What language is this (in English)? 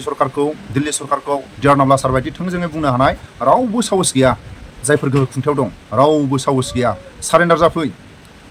Bodo